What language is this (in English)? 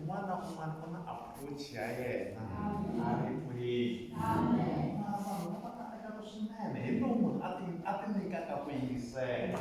Tsonga